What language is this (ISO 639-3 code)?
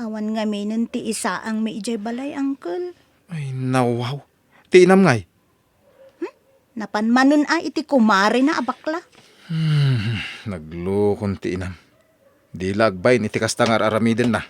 ilo